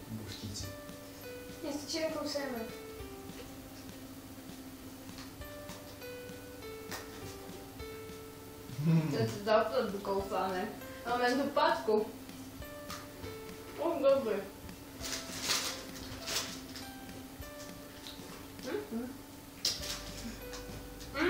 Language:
Czech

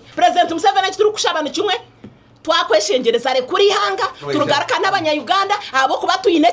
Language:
Nyankole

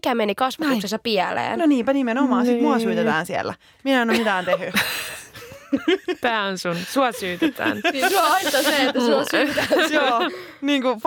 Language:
Finnish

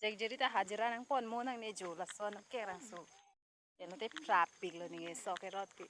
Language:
Karbi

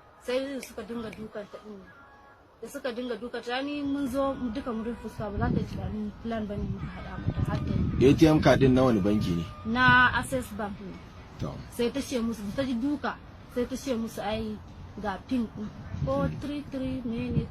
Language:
Hausa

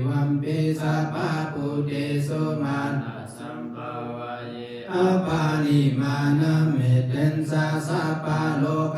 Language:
Pali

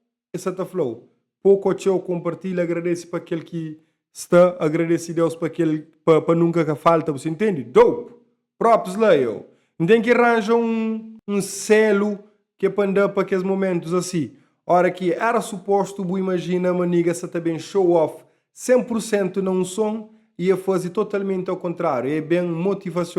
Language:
Kabuverdianu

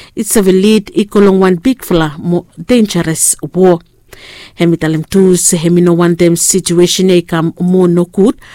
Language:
Bislama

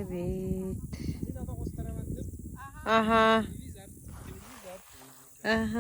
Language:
Yakut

